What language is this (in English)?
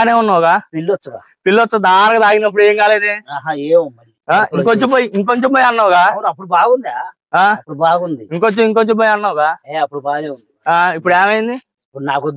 Telugu